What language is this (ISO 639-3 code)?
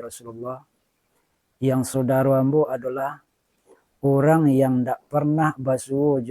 min